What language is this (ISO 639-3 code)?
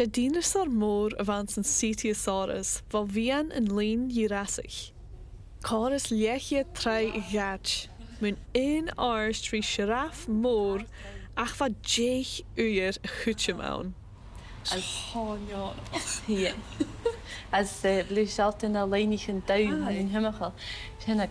gla